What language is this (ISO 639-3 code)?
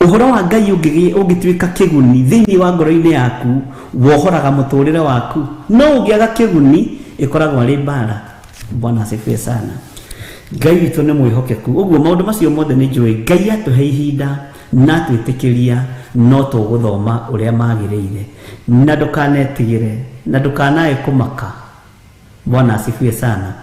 kik